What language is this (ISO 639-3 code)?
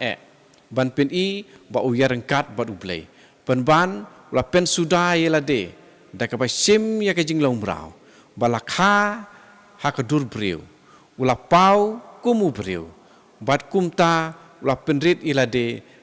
kha